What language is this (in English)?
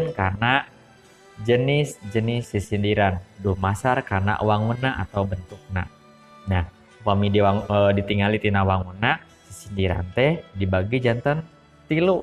Sundanese